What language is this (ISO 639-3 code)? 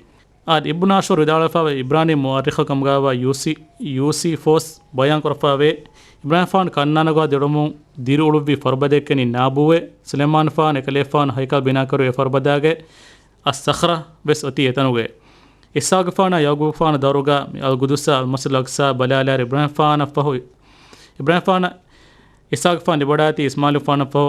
div